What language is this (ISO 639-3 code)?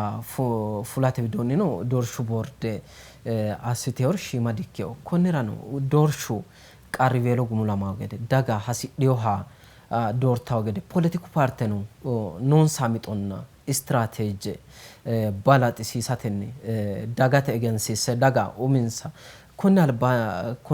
sid